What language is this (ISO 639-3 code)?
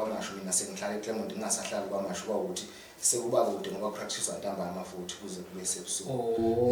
zul